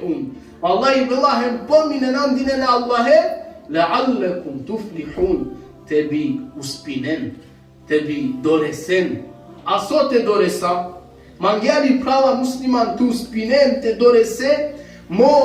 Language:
Balkan Romani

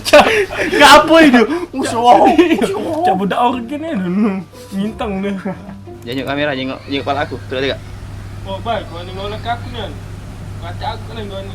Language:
Musi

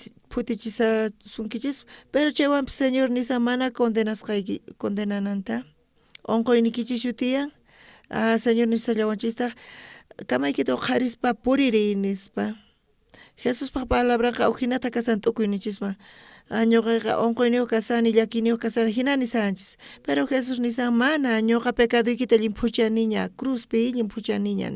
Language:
South Bolivian Quechua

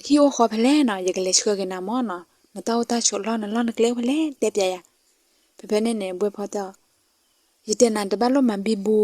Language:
S'gaw Karen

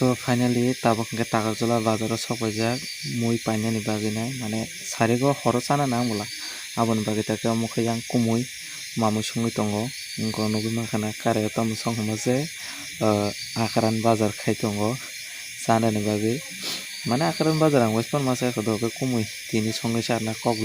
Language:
Kok Borok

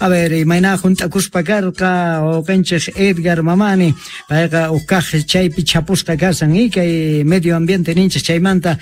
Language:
Quechua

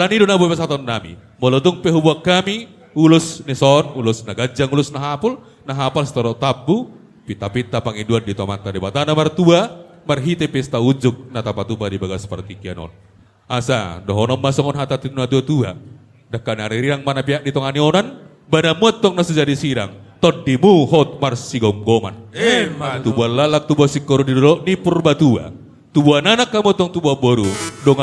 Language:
Batak Toba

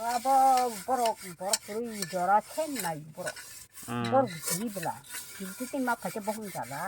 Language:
Kok Borok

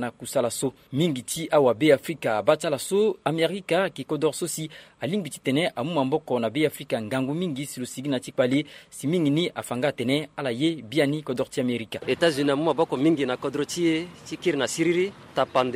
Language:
Sango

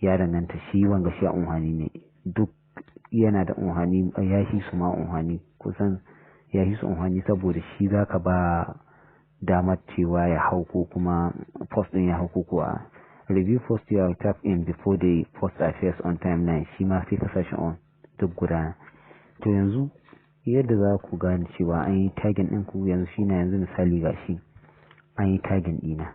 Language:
Hausa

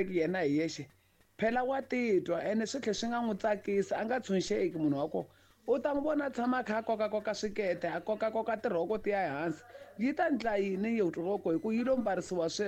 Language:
Tsonga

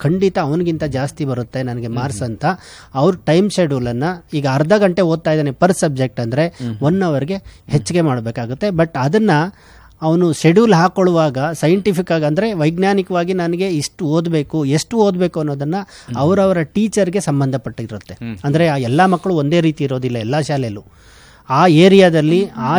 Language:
Kannada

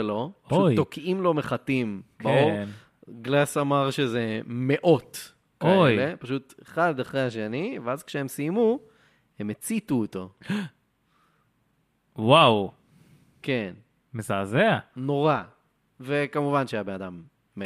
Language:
Hebrew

